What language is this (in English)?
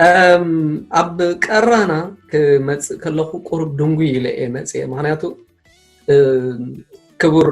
Tigrinya